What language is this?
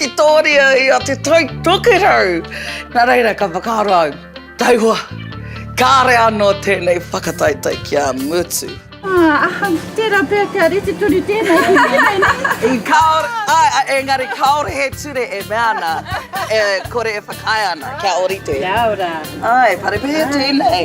Māori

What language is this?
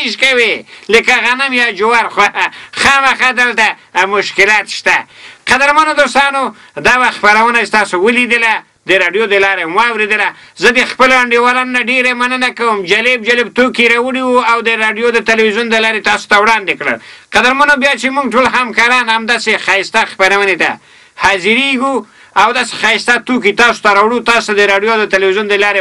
Pashto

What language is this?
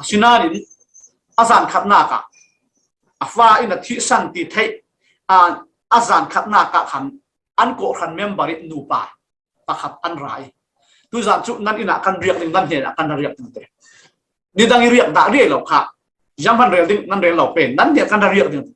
Falam Chin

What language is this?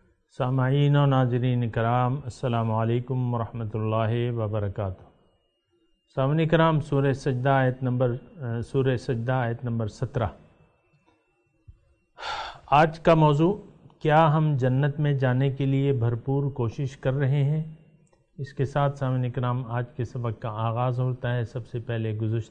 Urdu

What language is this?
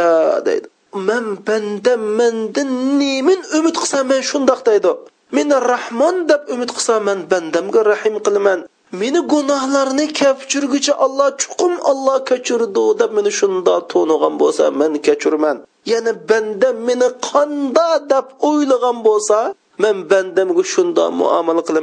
Uyghur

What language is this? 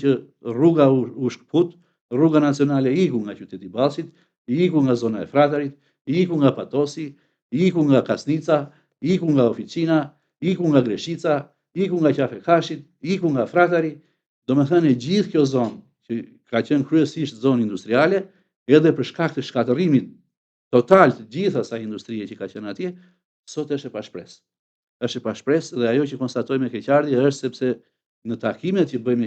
Albanian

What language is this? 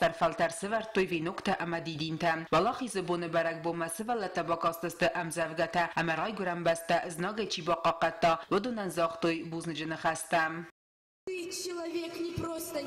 Ossetic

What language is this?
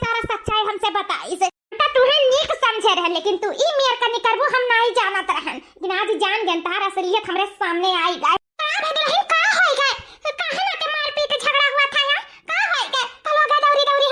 Awadhi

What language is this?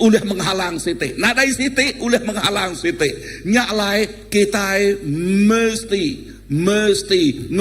Iban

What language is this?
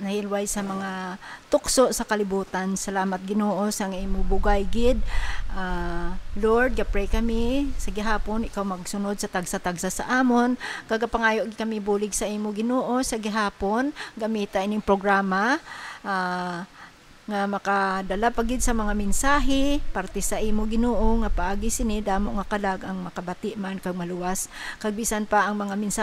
Hiligaynon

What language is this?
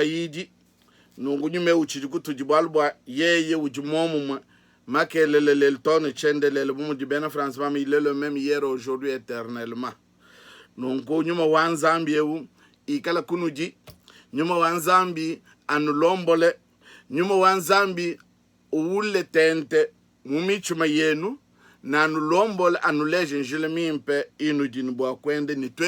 Luba-Lulua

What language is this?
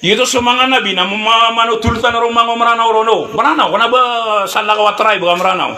Maranao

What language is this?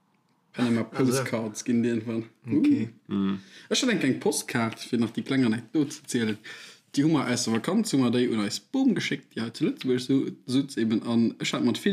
Luxembourgish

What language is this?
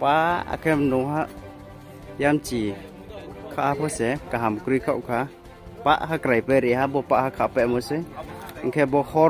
Riang (India)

